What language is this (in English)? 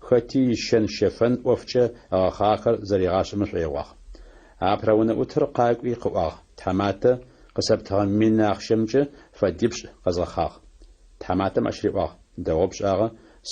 Adyghe